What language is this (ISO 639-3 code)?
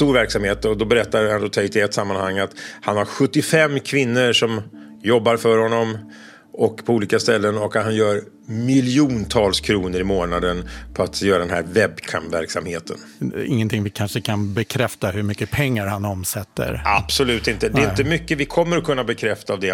swe